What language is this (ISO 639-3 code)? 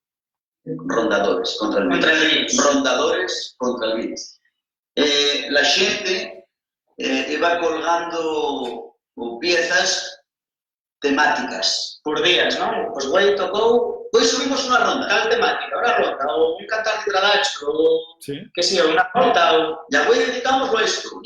ast